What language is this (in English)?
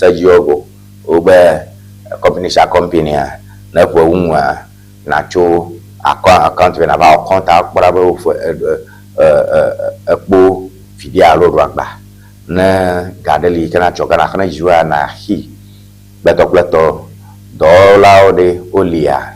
Ewe